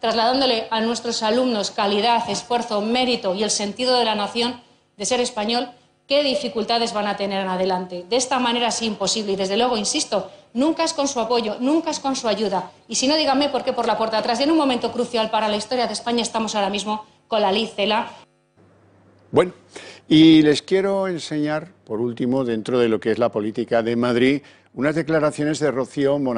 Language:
Spanish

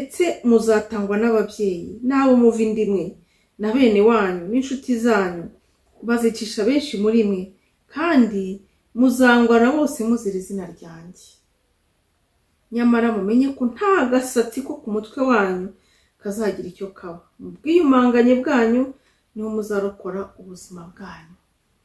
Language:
Kinyarwanda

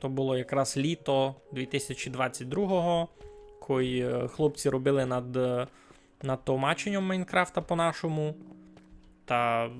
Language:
Rusyn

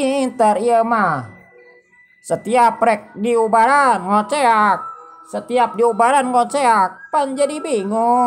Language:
Sundanese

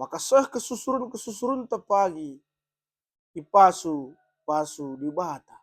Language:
Batak Karo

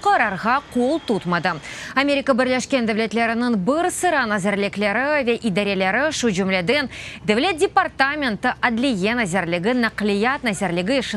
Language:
Crimean Tatar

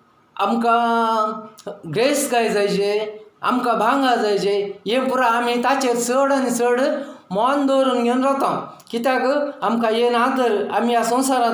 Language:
Konkani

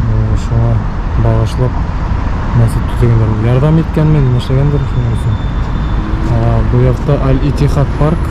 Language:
Bashkir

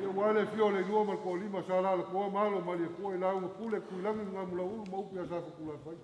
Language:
Samoan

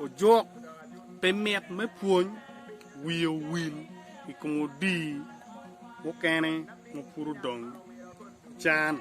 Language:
Acoli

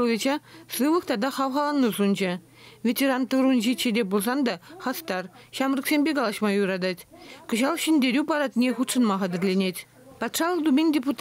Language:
Chuvash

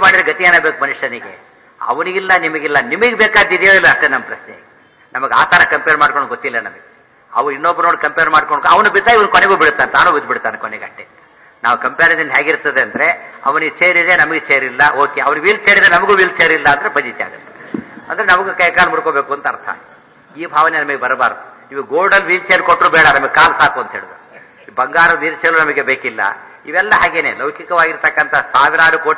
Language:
Kannada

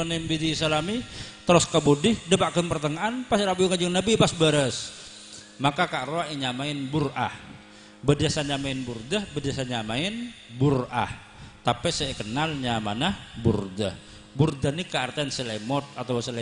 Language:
Madurese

